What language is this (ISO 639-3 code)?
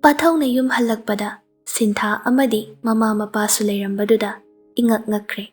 mni